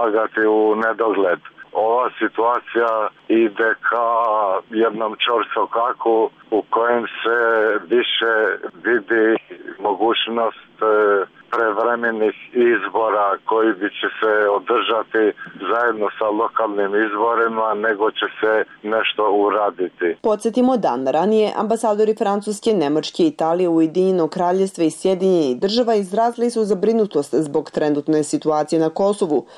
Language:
Serbian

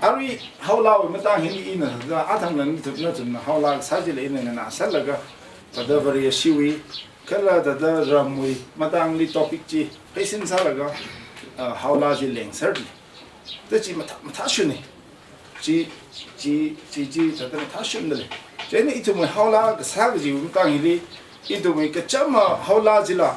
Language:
Tangkhul Naga (India)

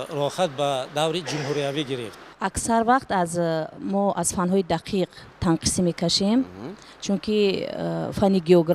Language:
Tajik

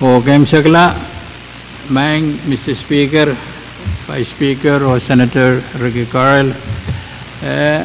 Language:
Pohnpeian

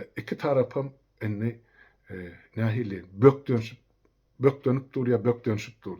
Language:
Turkmen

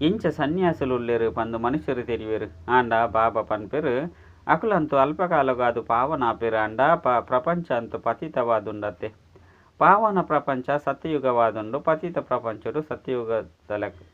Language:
Tulu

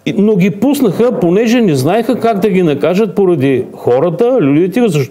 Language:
Bulgarian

